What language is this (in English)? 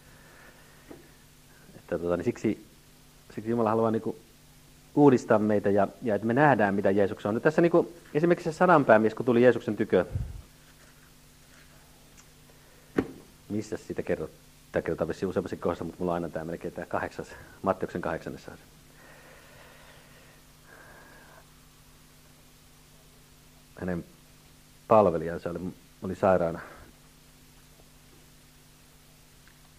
Finnish